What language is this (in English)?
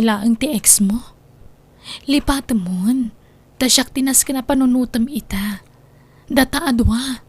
Iloko